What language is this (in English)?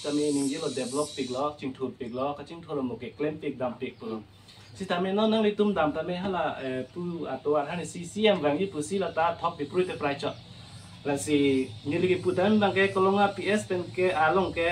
Karbi